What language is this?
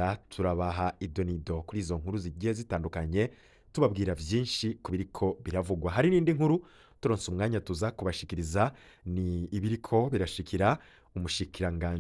Rundi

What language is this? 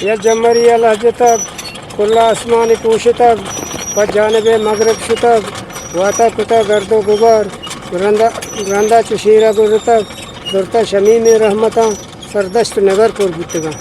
Eastern Balochi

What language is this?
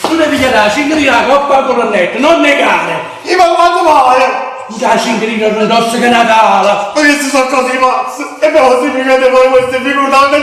Neapolitan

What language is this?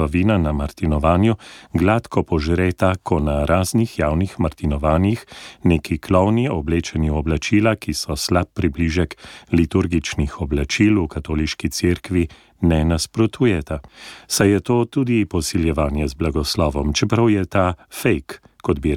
Slovenian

